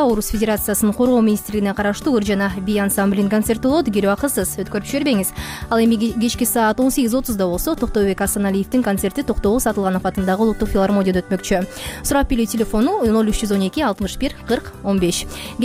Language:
Kyrgyz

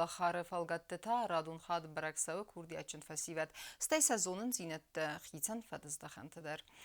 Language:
Ossetic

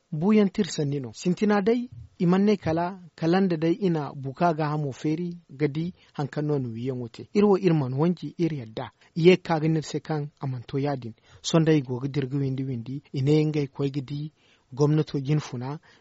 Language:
Zarma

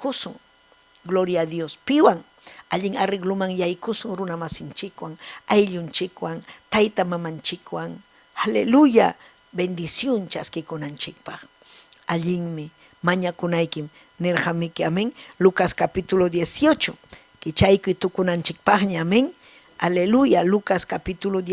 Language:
Ayacucho Quechua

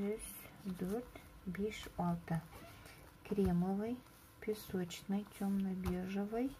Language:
Bashkir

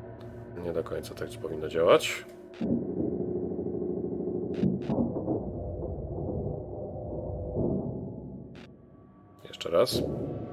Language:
Polish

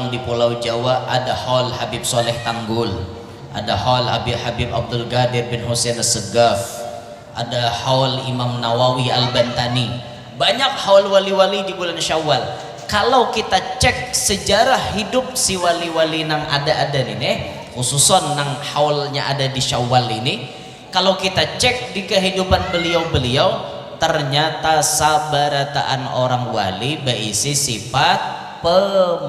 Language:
Banjar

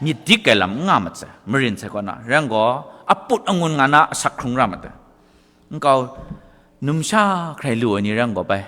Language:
Kachin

